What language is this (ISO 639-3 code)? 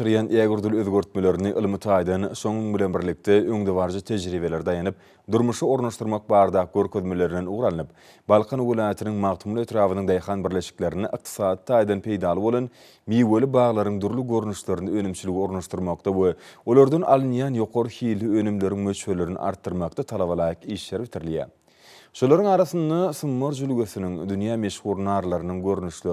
tuk